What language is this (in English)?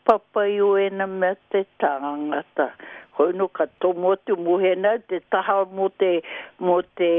Māori